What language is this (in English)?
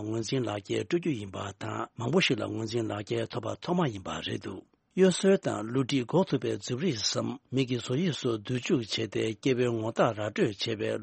Tibetan